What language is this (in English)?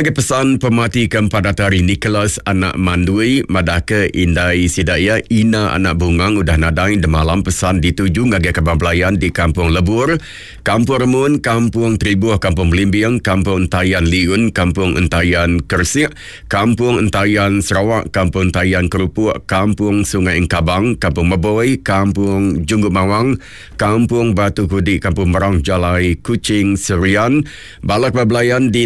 Iban